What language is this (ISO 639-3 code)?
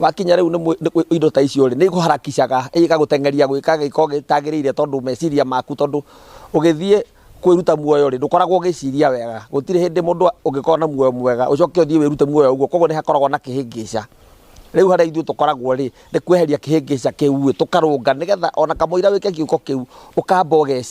kik